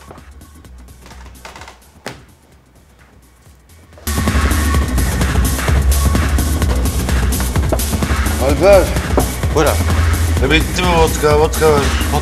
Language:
Turkish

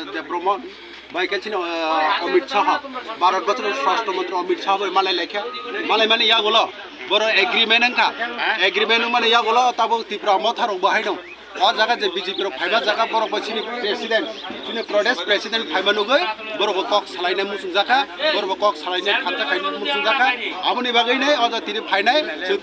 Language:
Kok Borok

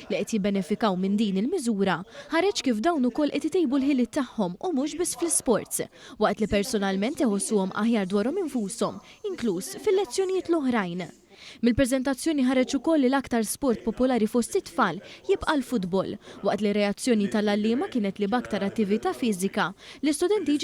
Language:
Maltese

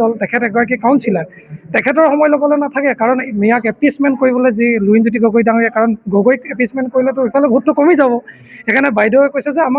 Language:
Assamese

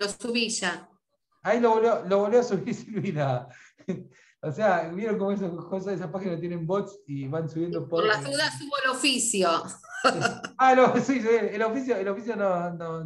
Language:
Spanish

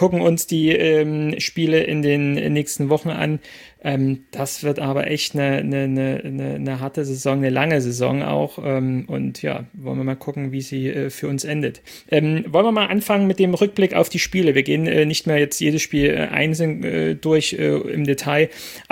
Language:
German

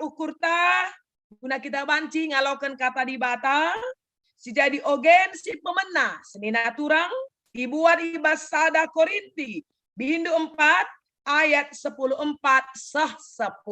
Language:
Batak Karo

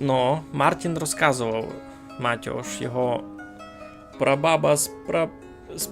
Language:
Rusyn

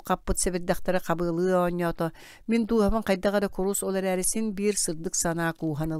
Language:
Yakut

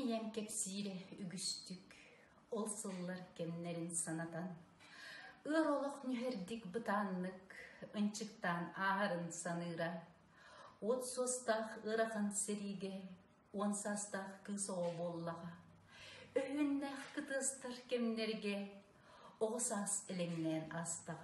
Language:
Yakut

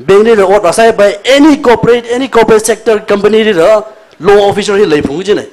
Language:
Tangkhul Naga (India)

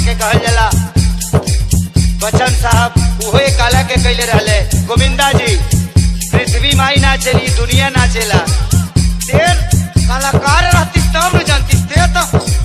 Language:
Bhojpuri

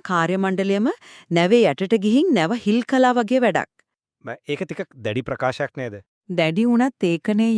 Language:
Sinhala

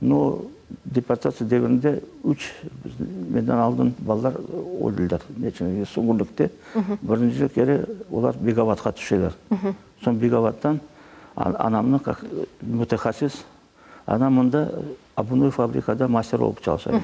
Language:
Crimean Tatar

